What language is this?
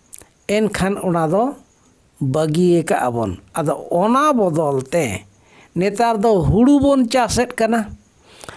Santali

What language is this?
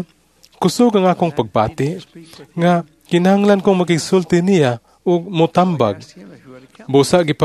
Cebuano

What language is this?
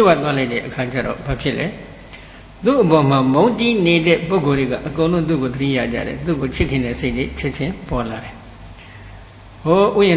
Burmese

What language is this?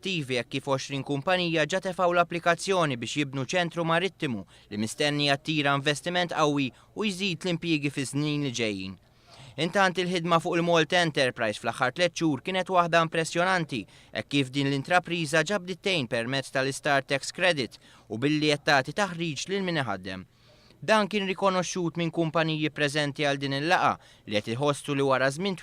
Maltese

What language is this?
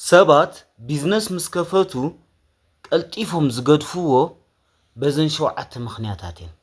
Tigrinya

